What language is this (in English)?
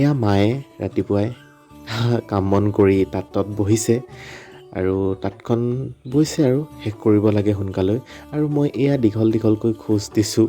Assamese